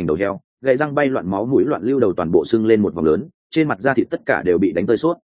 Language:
Vietnamese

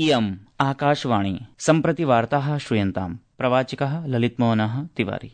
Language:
Sanskrit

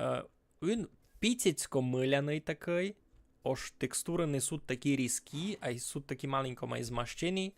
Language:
Rusyn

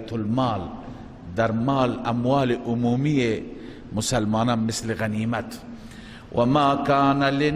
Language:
Persian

